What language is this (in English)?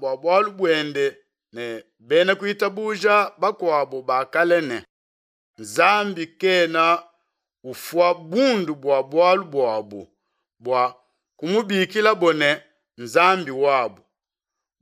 Luba-Lulua